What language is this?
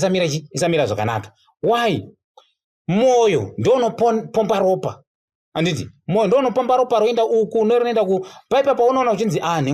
Shona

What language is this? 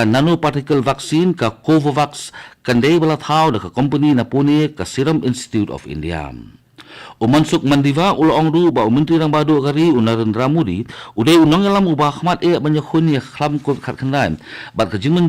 Khasi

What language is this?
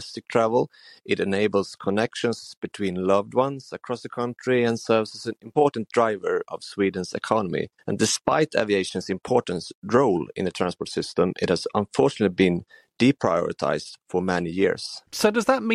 English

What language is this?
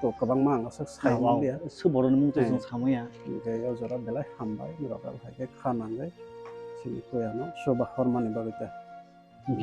Kok Borok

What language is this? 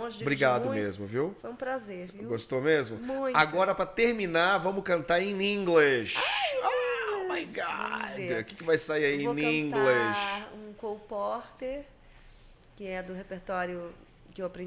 Portuguese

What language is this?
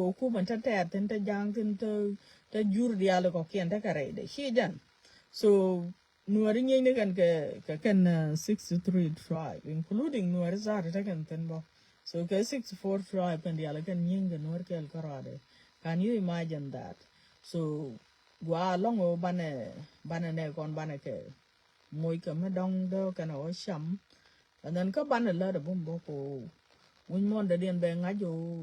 Nuer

